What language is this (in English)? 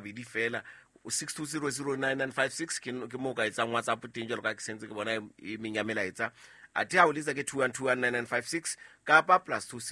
Southern Sotho